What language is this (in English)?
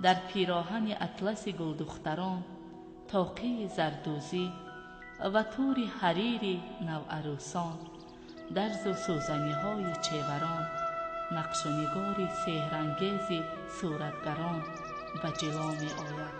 Tajik